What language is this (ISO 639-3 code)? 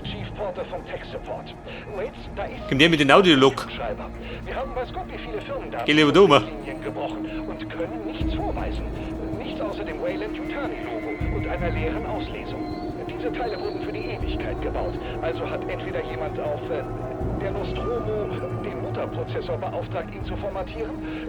bar